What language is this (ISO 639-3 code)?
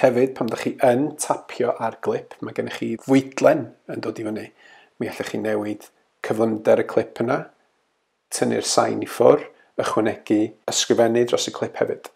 cym